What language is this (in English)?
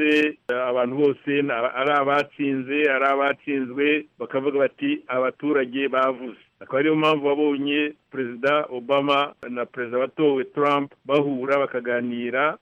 Kinyarwanda